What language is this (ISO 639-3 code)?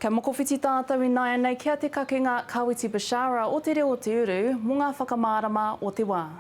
mri